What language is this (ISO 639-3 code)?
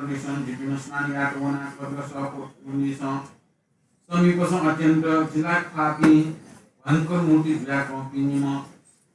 new